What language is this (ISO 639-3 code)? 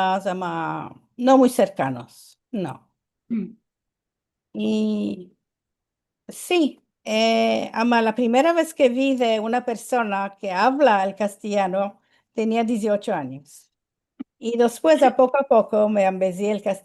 lad